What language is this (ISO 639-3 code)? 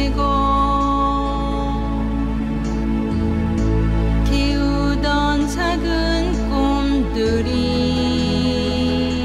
kor